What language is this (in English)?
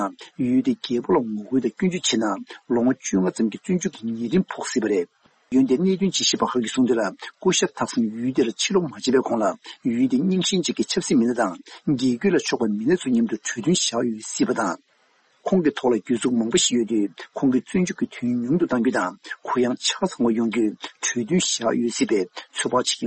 Tibetan